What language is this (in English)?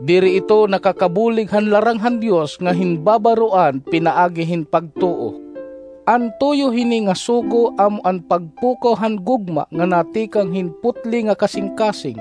Waray